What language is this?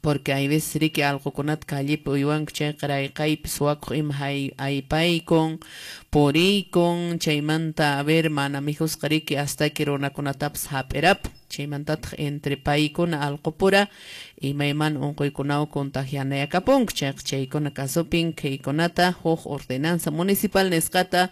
Quechua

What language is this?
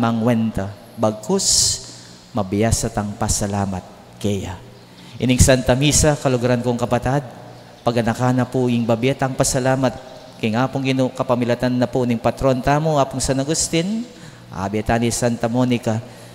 Pampanga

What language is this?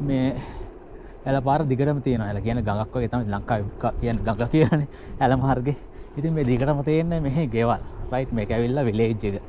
Sinhala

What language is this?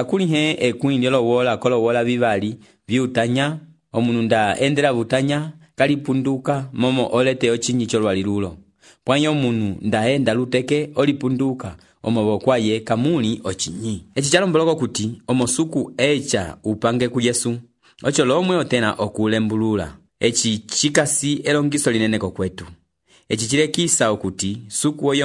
Umbundu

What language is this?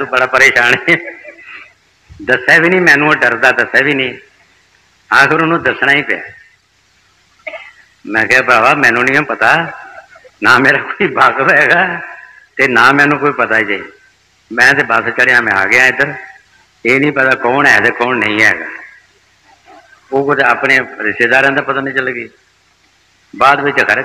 Punjabi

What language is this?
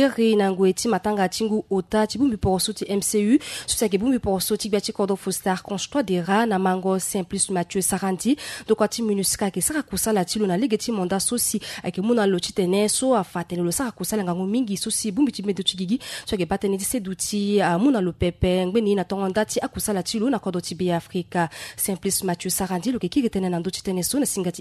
Sango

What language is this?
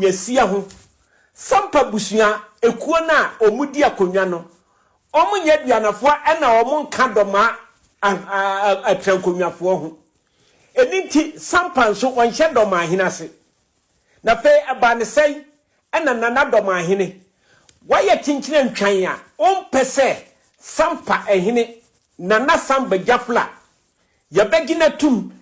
Akan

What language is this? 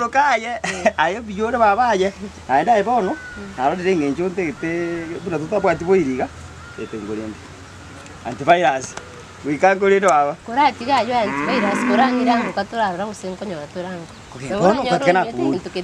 Gusii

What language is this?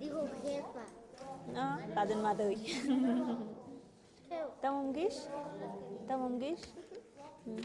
Tlahuitoltepec Mixe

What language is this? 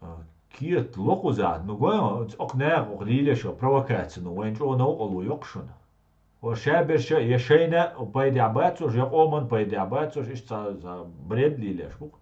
Chechen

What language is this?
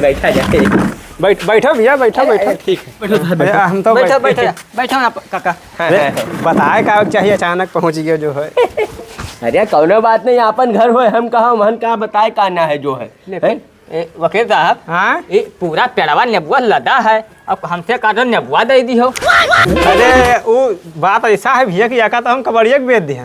Awadhi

